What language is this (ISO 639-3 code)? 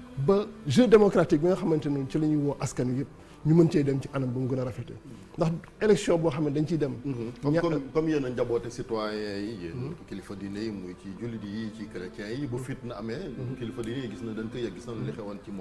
wol